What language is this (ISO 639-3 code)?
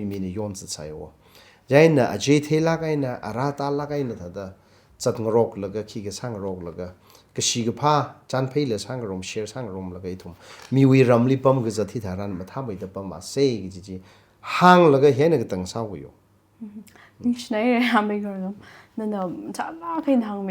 nmf